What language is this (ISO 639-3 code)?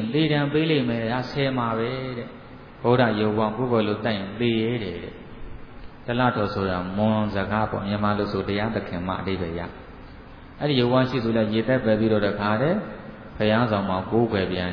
mya